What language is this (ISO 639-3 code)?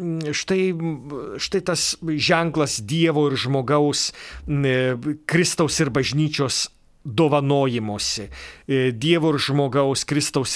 lit